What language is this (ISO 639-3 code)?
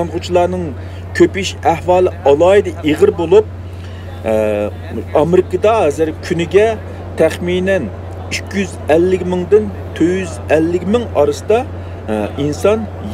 uig